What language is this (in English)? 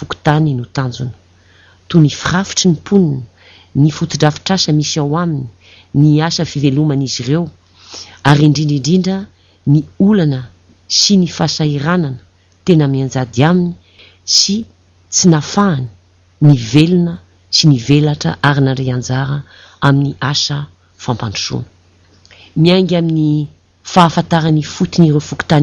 Malagasy